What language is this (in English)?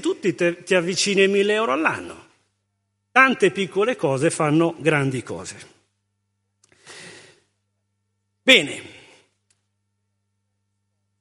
Italian